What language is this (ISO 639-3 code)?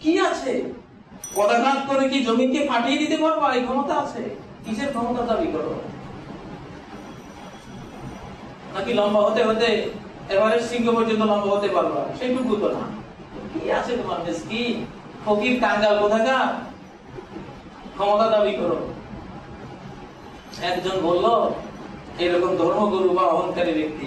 ben